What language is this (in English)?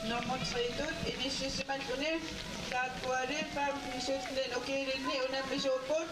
Kalaallisut